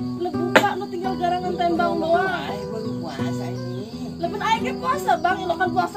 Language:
Betawi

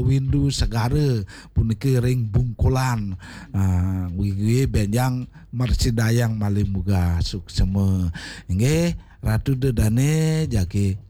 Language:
Balinese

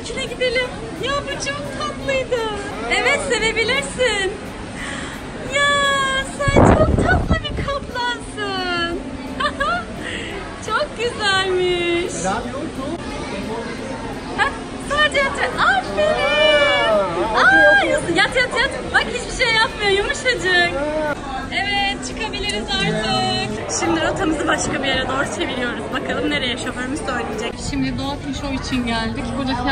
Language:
Turkish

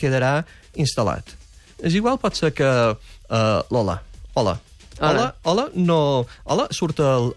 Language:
Catalan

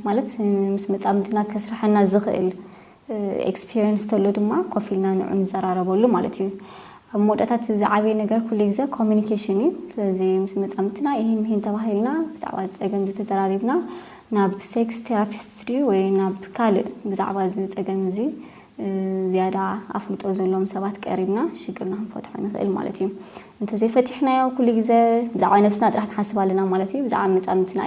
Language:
Tigrinya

